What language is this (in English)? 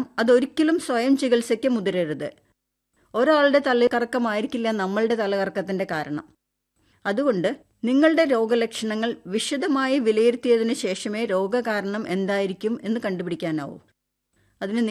Malayalam